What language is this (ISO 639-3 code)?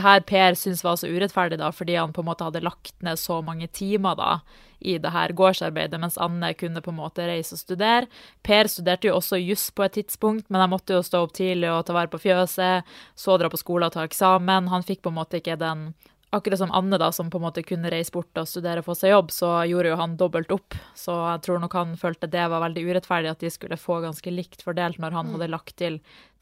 nor